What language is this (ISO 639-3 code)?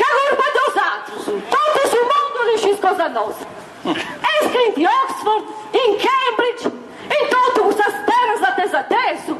srd